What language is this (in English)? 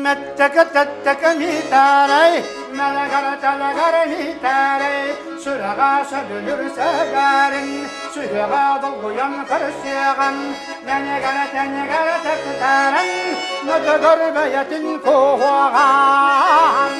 Yakut